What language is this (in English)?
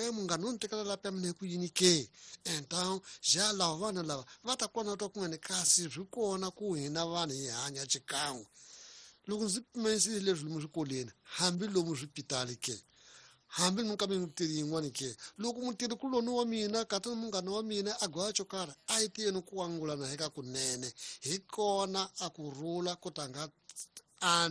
Tsonga